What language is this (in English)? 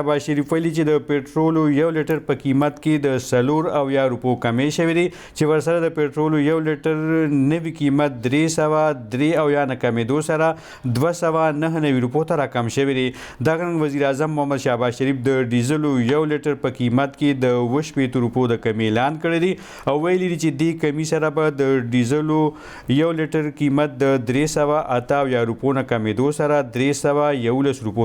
Pashto